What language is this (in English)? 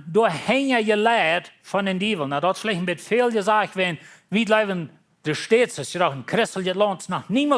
Plautdietsch